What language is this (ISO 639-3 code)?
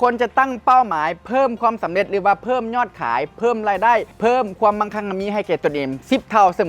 lao